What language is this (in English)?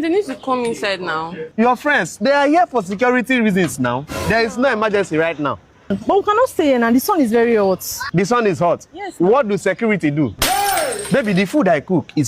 Nigerian Pidgin